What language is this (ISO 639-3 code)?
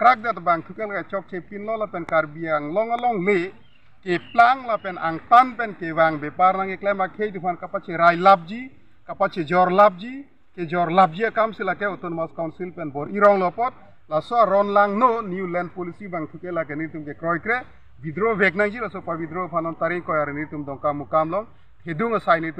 mjw